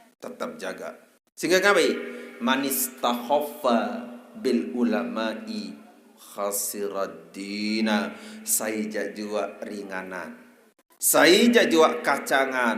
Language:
Sasak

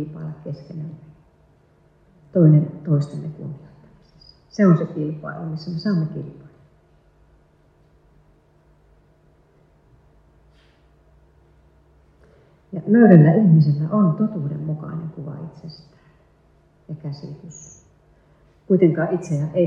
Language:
Finnish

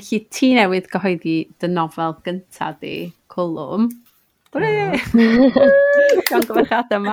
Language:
Welsh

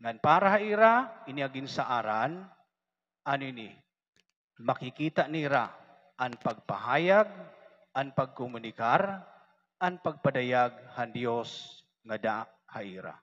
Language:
Waray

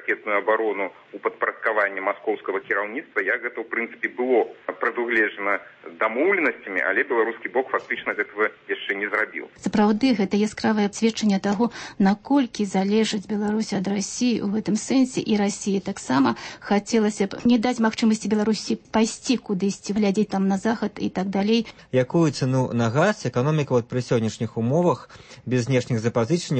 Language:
Belarusian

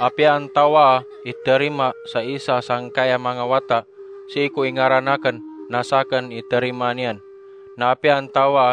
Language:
Maranao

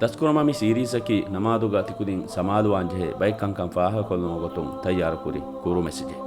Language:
Divehi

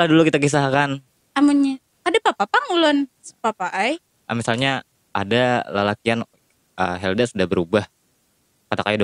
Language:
Banjar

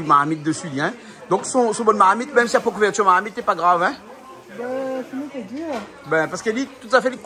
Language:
Réunion Creole French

